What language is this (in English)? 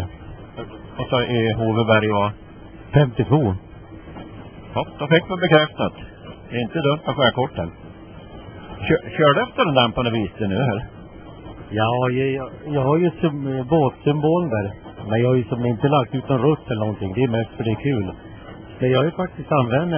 Swedish